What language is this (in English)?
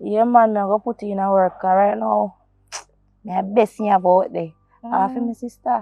Jamaican Creole English